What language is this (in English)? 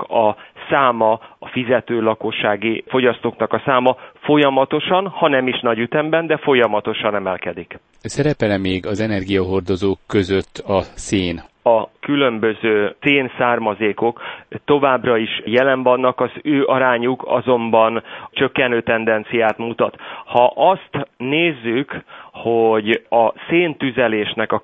Hungarian